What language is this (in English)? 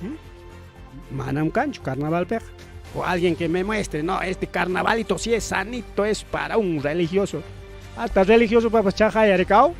Ayacucho Quechua